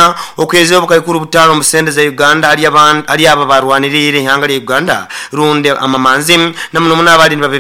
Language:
Nyoro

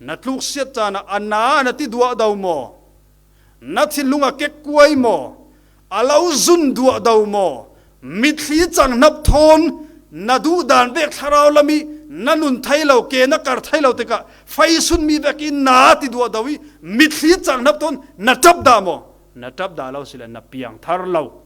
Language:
Falam Chin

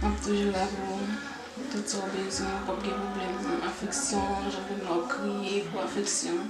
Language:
Haitian Creole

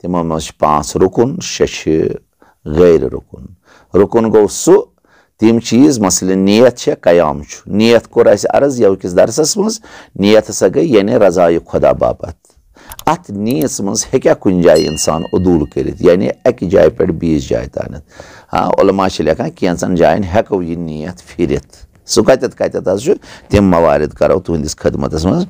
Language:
Kashmiri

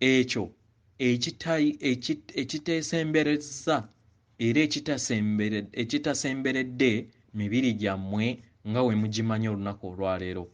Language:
Ganda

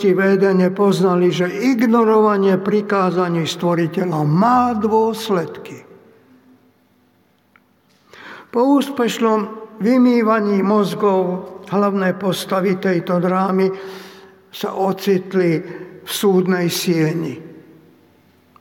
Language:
Slovak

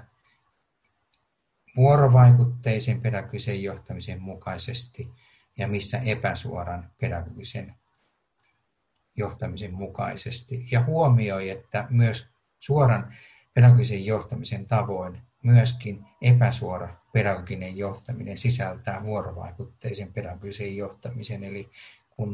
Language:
Finnish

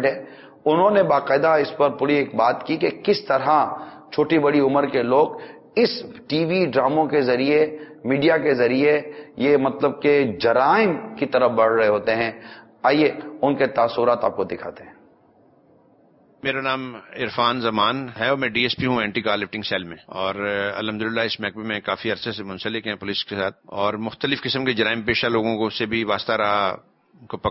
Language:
Urdu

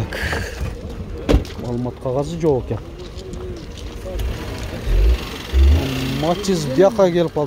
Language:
Kyrgyz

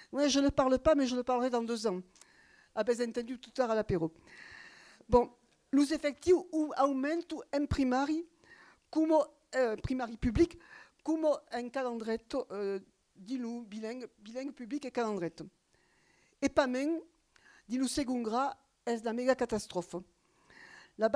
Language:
Occitan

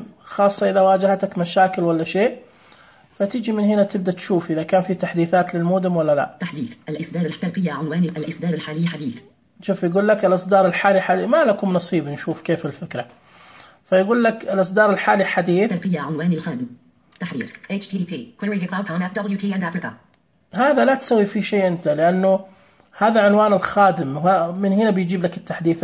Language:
Najdi Arabic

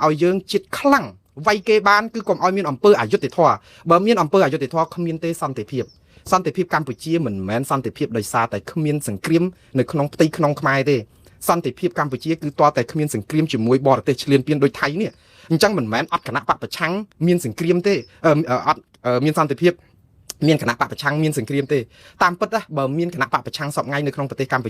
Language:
Khmer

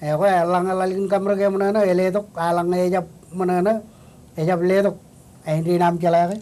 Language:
Marshallese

